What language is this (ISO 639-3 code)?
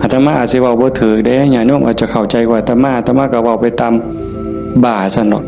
tts